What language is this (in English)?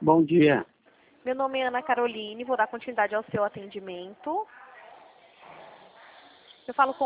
Portuguese